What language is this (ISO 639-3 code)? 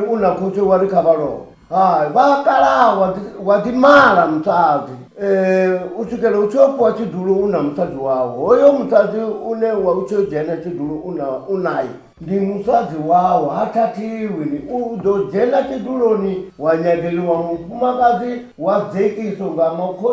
ven